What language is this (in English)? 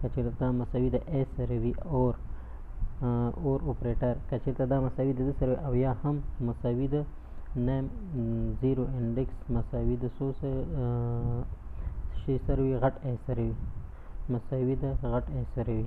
Pashto